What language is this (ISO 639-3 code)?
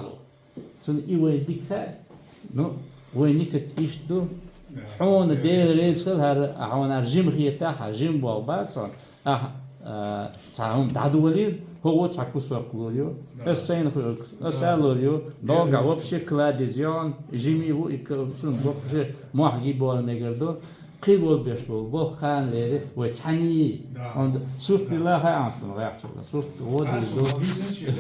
che